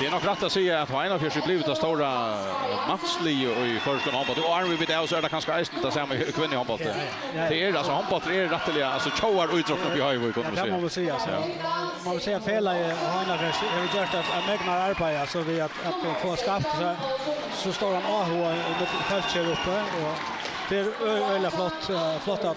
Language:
Faroese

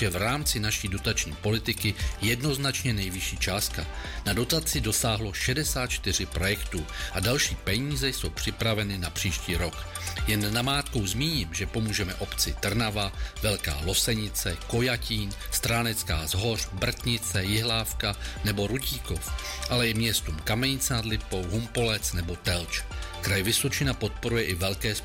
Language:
Czech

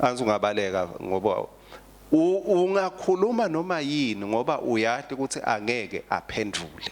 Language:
Swati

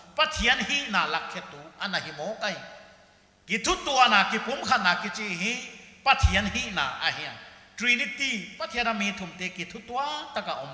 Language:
Paite Chin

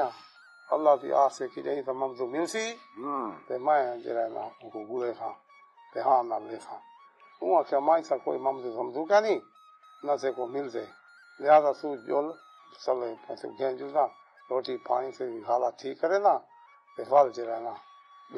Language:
Saraiki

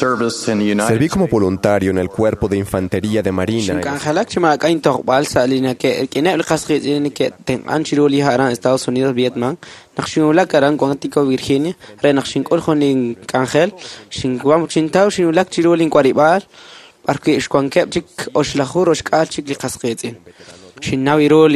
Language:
Kekchí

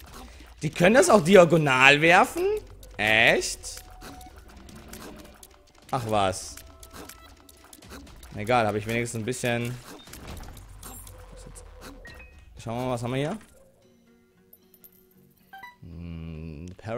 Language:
German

